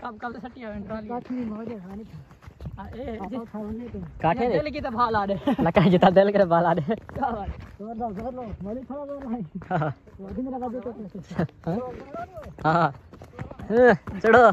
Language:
Saraiki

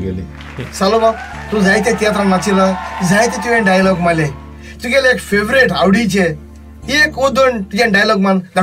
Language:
Konkani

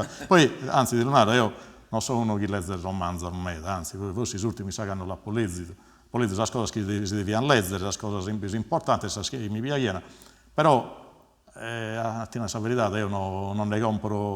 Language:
Sardinian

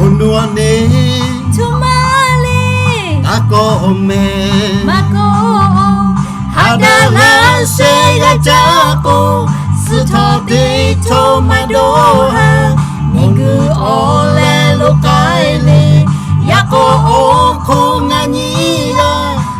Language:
Lahu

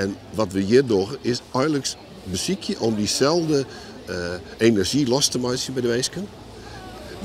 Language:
Western Frisian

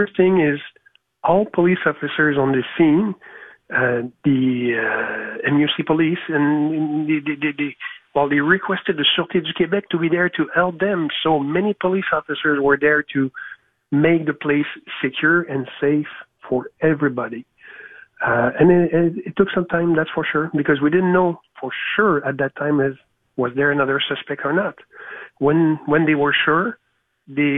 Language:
English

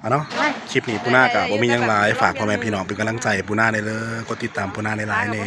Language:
Northeastern Thai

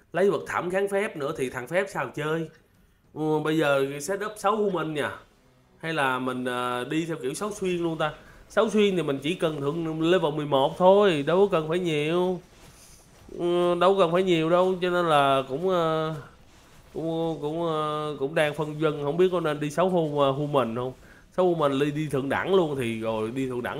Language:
Vietnamese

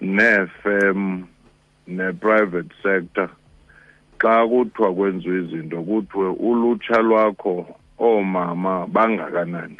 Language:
Xhosa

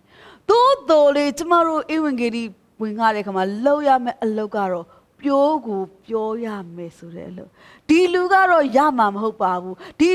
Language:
Burmese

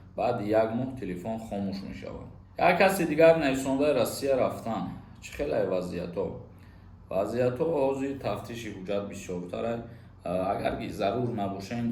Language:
Tajik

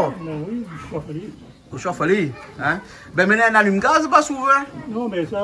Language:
Réunion Creole French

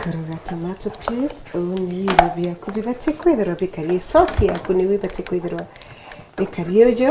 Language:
Meru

